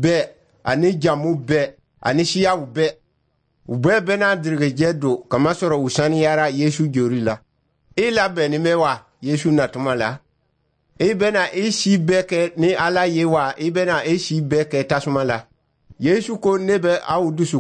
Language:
Dyula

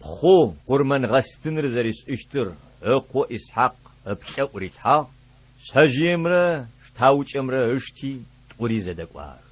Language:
Adyghe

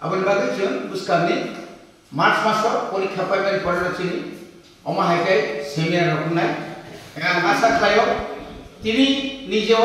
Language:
Kok Borok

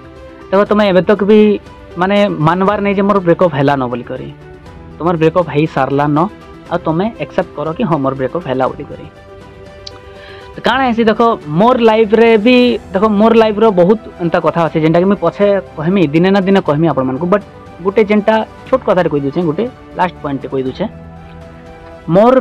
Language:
Sambalpuri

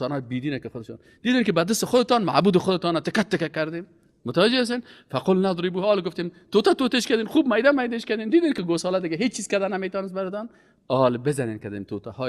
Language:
Persian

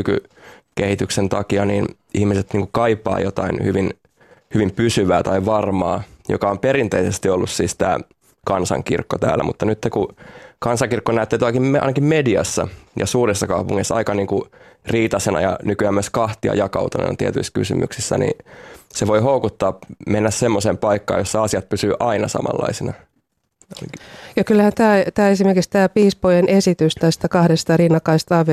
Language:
Finnish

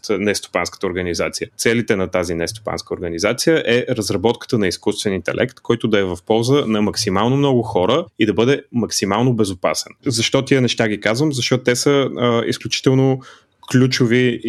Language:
Bulgarian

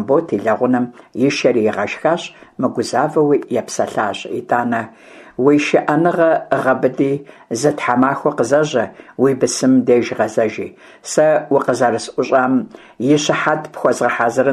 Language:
Kabardian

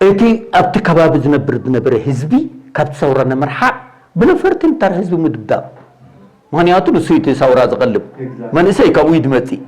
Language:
Tigrinya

